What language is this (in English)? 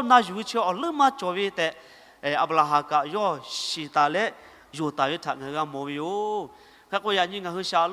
Lahu